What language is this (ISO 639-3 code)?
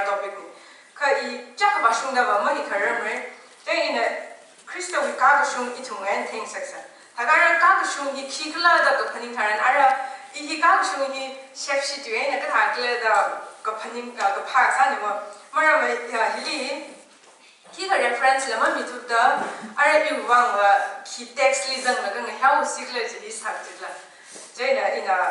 nmf